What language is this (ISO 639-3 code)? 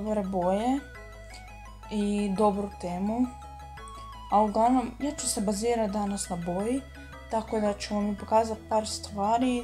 hrv